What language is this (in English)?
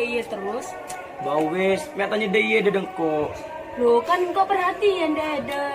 Madurese